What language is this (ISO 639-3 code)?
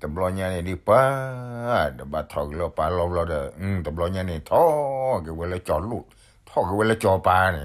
ksw